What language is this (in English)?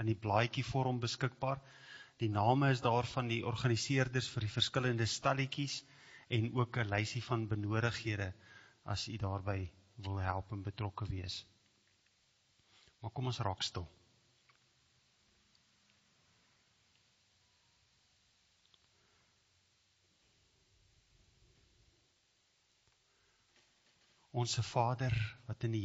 Afrikaans